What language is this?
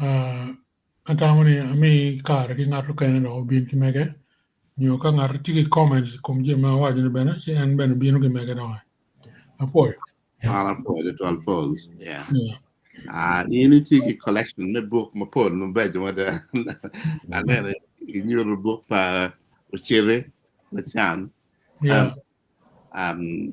Acoli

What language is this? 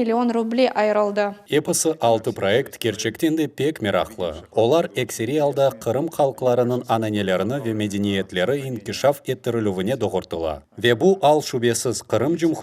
Crimean Tatar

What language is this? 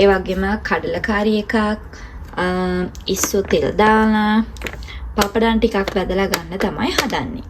Sinhala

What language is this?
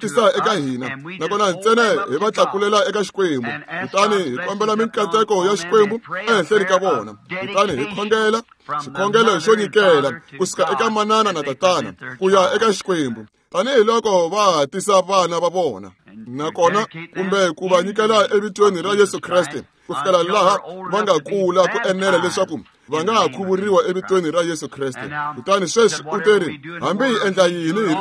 Tsonga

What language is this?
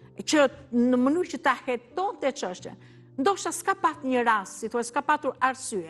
Albanian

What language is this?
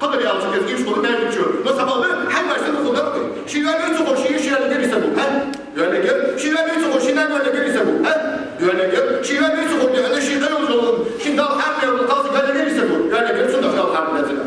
Ingush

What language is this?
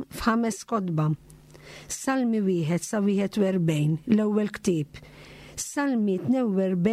Maltese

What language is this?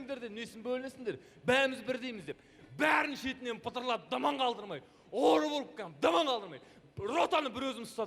Kazakh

